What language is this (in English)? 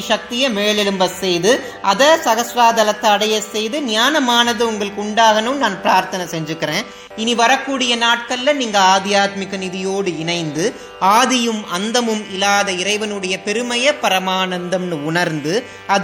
Tamil